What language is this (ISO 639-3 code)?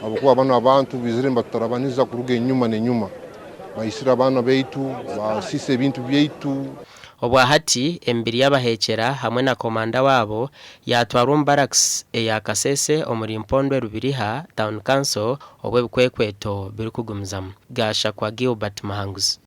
nyn